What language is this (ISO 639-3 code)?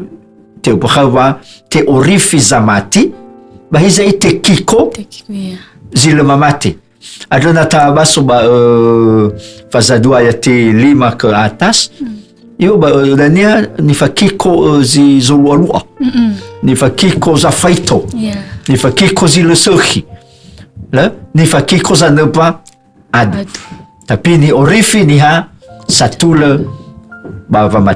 nia